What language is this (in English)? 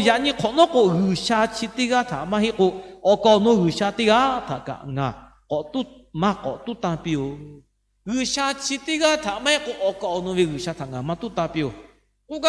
Lahu